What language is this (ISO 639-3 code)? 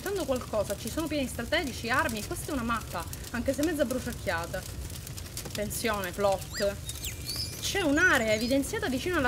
ita